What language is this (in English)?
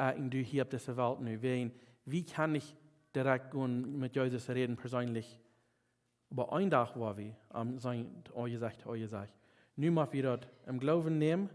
Plautdietsch